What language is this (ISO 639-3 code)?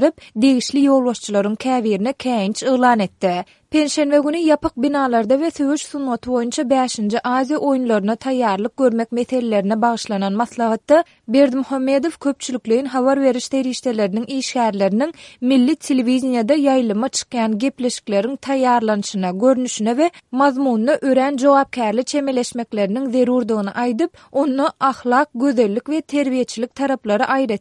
tuk